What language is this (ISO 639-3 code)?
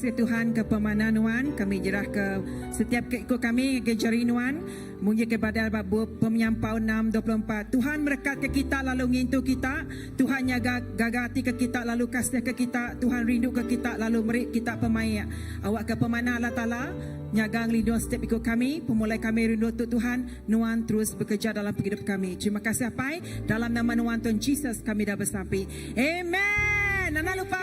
iba